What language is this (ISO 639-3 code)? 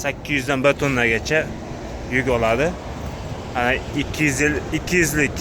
uzb